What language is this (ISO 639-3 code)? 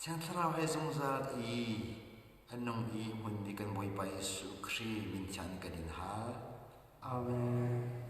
cnh